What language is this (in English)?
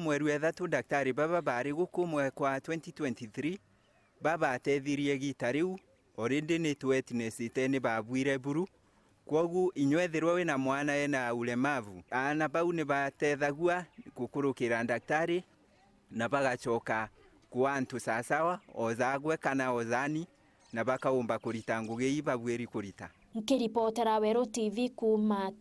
Meru